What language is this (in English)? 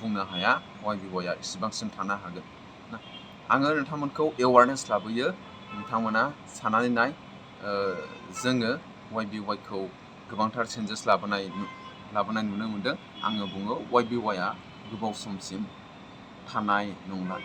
Bodo